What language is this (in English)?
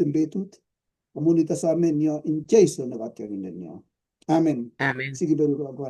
Kalenjin